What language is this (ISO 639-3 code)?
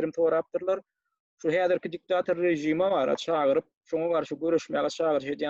tuk